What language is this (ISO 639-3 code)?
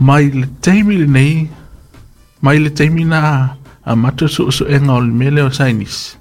smo